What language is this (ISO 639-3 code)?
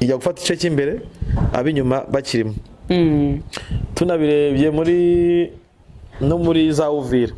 kin